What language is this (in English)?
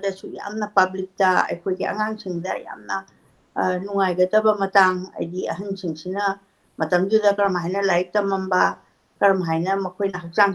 Manipuri